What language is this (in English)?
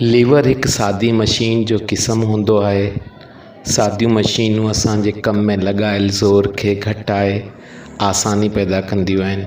Sindhi